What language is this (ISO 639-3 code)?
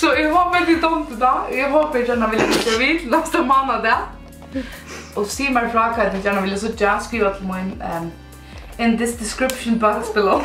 fao